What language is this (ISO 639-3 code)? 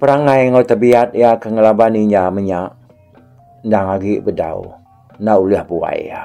iba